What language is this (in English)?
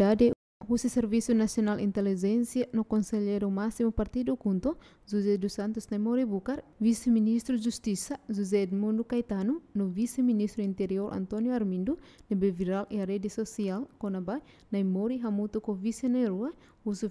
Tetum